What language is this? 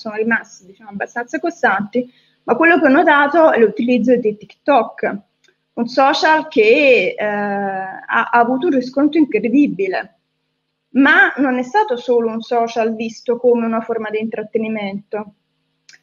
Italian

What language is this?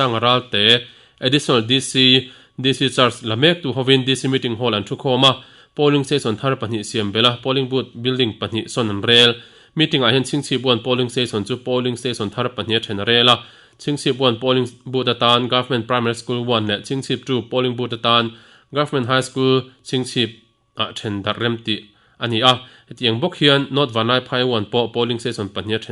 Mizo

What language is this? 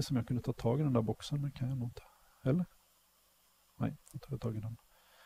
Swedish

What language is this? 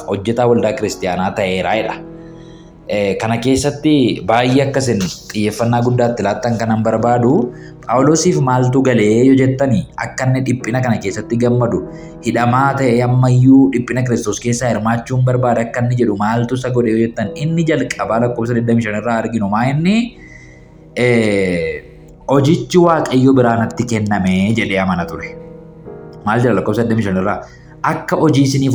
Oromo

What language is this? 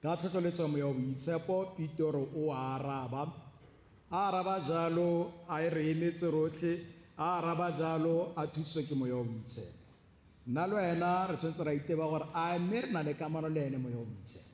Tswana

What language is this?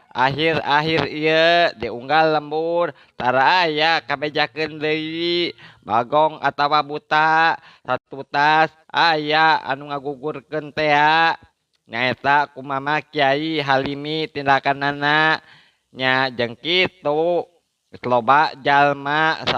Sundanese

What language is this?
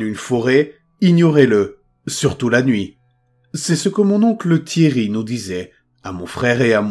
French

